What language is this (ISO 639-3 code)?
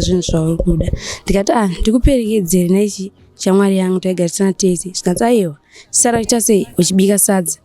sna